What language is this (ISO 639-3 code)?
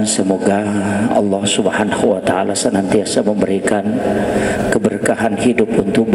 bug